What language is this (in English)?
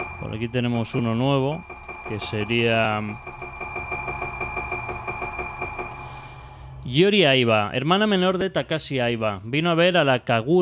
Spanish